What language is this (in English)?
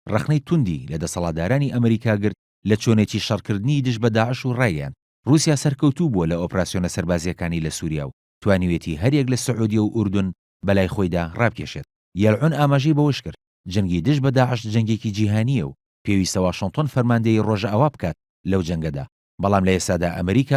Central Kurdish